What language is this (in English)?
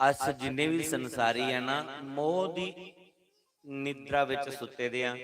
Dogri